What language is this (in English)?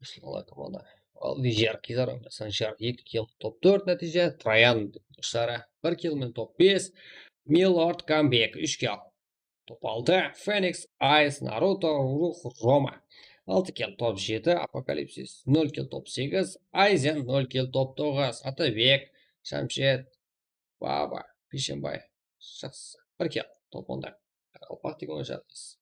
Kara-Kalpak